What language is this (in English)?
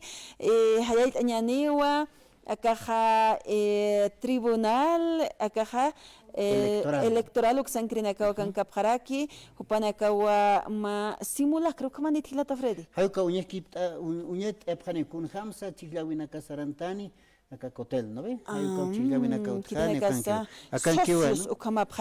Aymara